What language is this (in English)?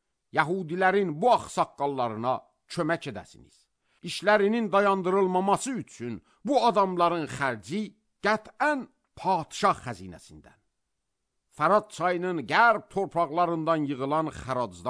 Azerbaijani